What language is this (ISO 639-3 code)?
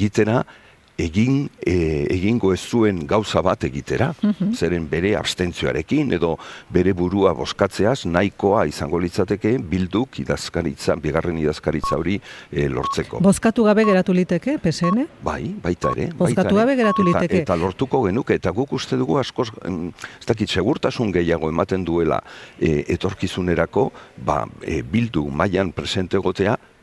eus